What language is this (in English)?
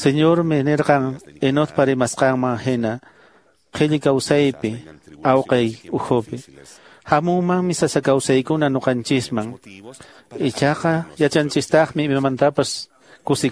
Quechua